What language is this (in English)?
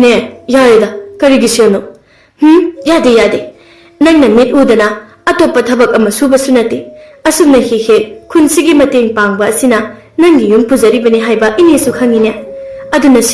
Manipuri